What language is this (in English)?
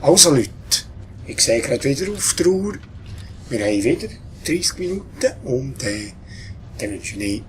Swiss German